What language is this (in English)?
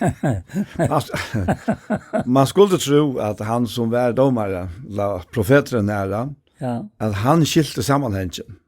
Faroese